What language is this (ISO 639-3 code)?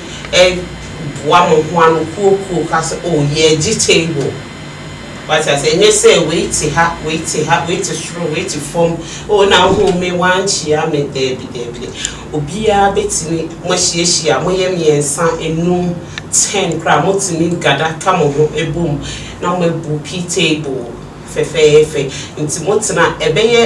aka